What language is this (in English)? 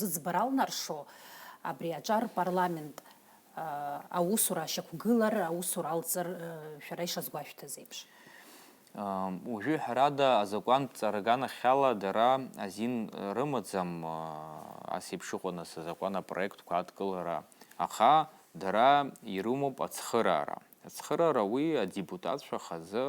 Abkhazian